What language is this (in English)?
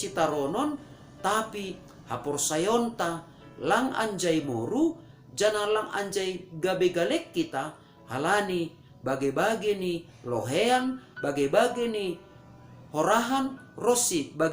Batak Simalungun